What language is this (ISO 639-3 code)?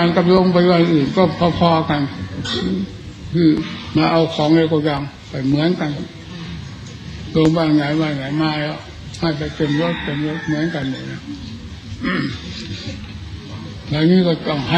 tha